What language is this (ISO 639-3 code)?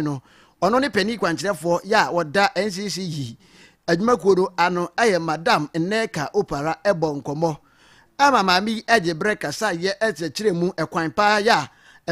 aka